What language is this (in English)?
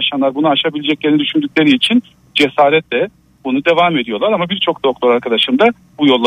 Turkish